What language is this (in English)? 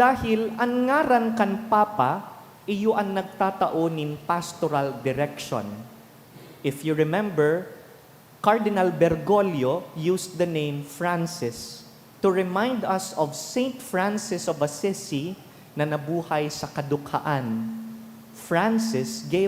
Bikol